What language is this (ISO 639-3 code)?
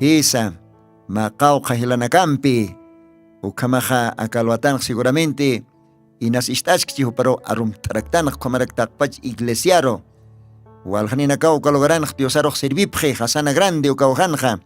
aym